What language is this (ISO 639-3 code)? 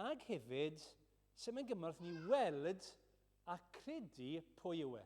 cym